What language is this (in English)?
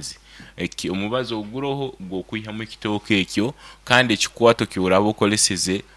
Nyoro